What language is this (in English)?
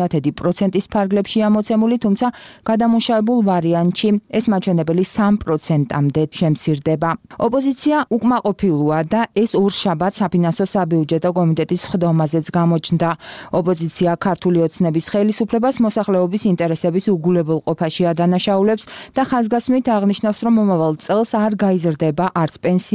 Georgian